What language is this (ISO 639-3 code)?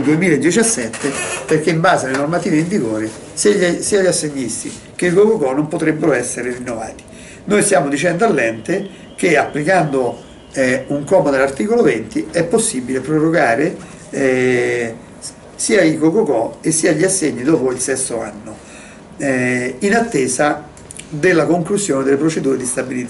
ita